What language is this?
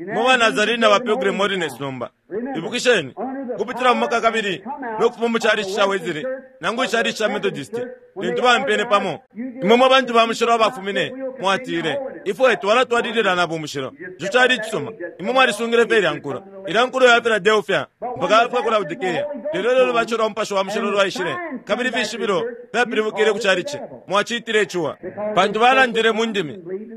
Bemba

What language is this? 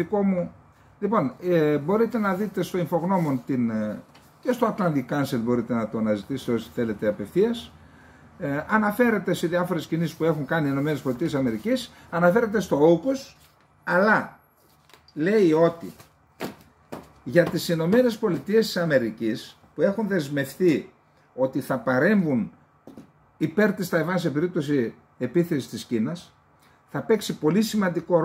Greek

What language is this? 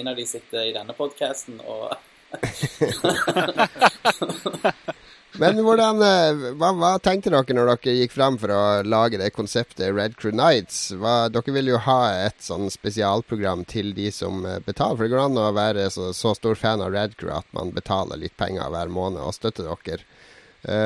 Norwegian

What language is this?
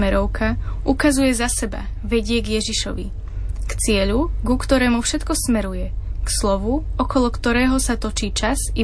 Slovak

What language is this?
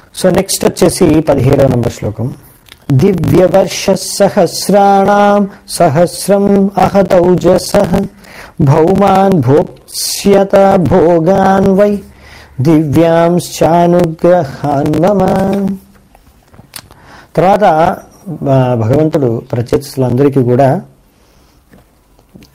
Telugu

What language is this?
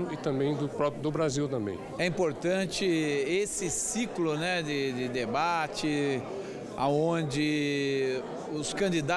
Portuguese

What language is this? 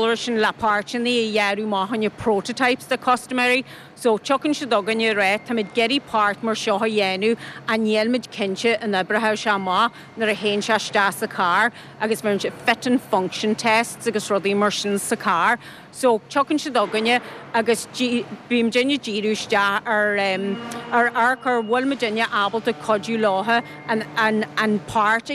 Irish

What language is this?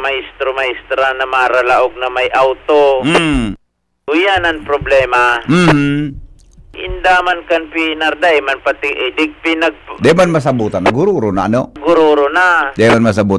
Bikol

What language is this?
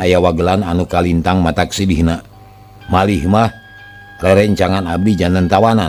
Sundanese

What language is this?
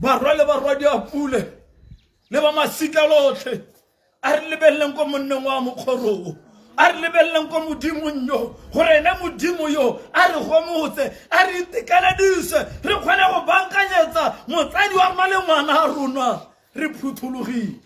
Tswana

